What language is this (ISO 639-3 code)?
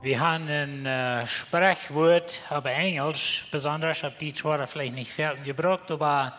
pdt